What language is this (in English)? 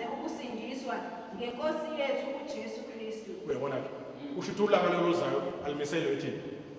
Zulu